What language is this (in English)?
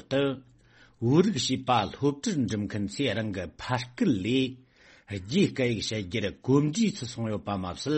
Tibetan